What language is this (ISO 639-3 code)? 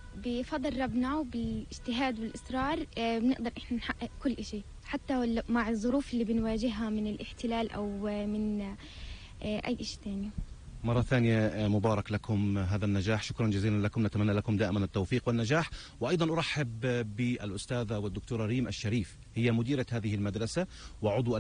apc